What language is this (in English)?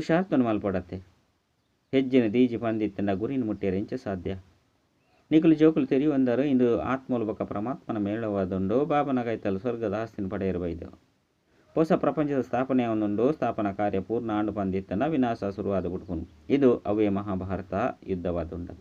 Tulu